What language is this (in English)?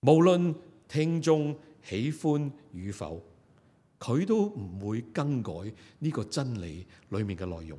Cantonese